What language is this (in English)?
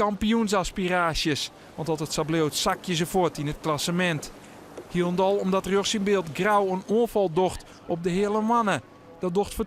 Western Frisian